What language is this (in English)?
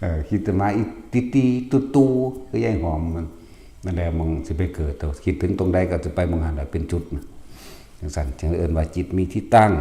Northeastern Thai